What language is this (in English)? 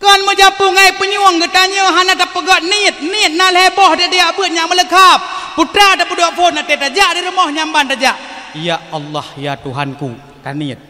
Achinese